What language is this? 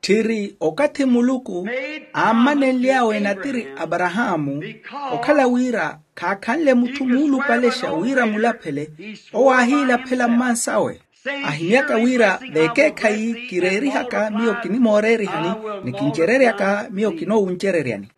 Makhuwa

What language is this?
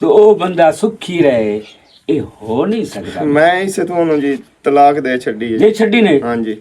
Western Panjabi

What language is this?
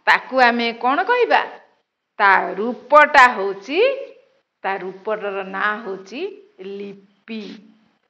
Odia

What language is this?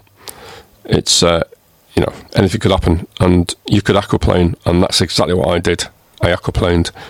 English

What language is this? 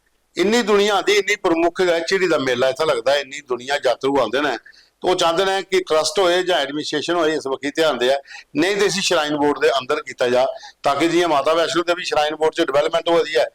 Dogri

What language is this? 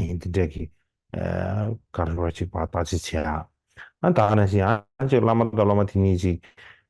Tibetan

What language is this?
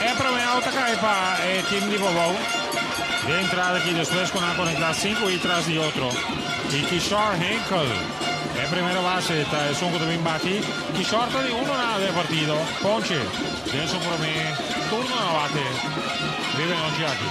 Papiamento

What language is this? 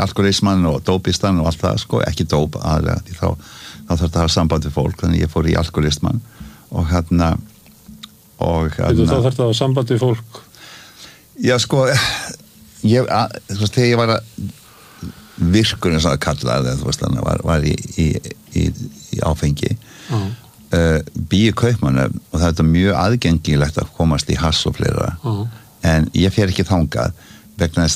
Icelandic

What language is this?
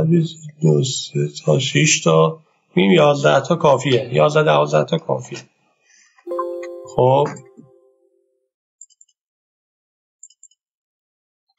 Persian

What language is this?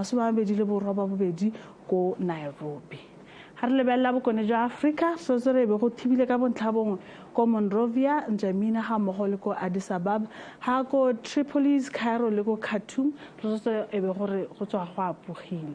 Tswana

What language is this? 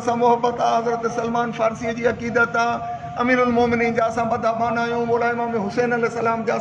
Sindhi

